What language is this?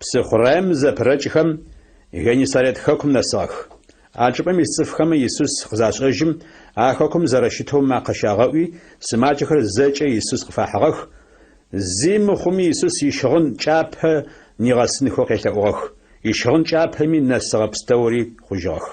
Adyghe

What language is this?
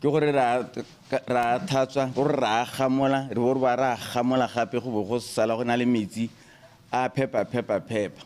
Tswana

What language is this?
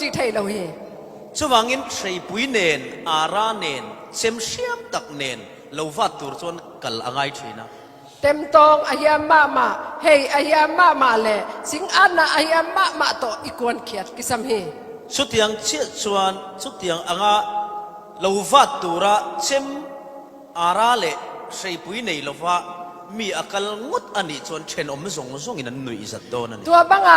Falam Chin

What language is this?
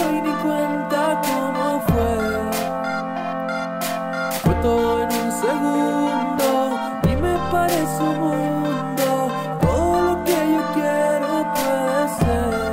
Spanish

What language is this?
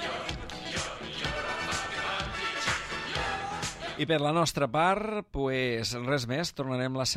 Catalan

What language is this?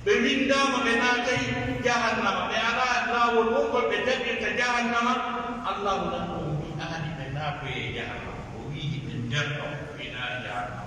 Pular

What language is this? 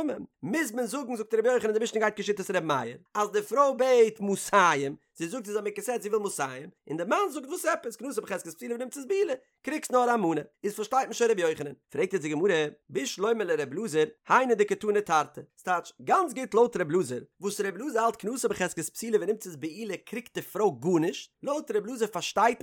Yiddish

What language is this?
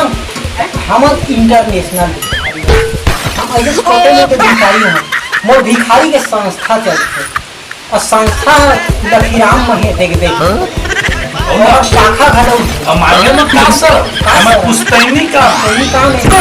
Chhattisgarhi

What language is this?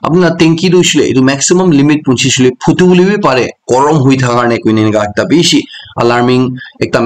Naga Pidgin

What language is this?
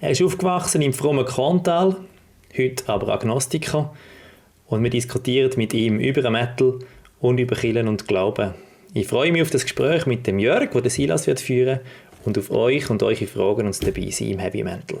Swiss German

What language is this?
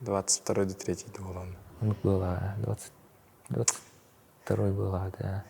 Yakut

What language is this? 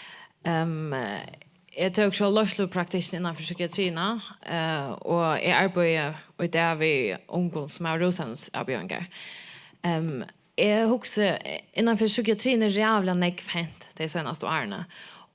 Faroese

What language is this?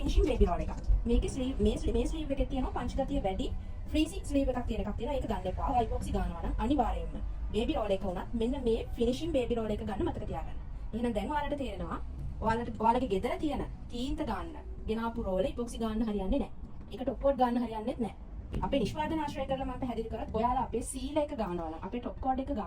Sinhala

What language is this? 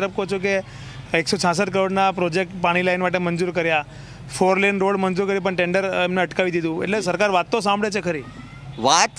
Gujarati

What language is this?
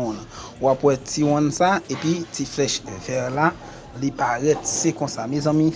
Haitian Creole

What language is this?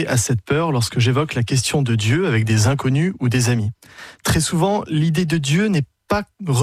French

